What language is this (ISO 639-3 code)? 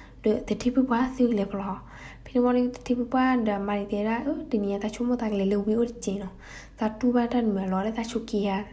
ksw